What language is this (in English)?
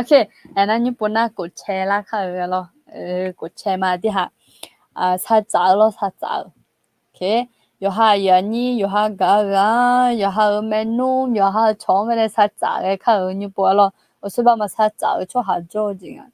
Akha